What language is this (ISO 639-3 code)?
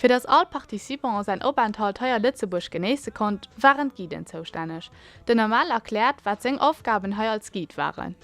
ltz